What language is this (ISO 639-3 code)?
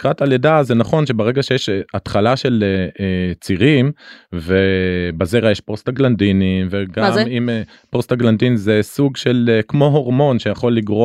heb